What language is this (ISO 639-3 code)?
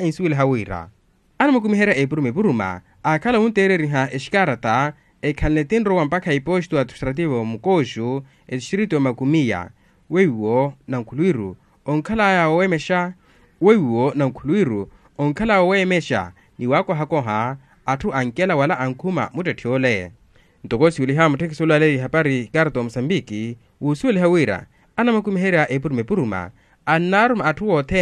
vmw